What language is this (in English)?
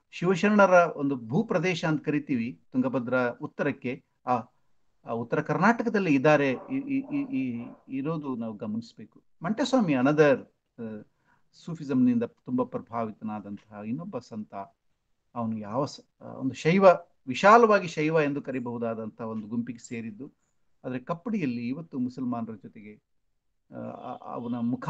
Kannada